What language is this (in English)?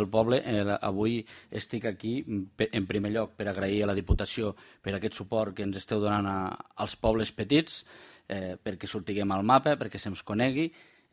Catalan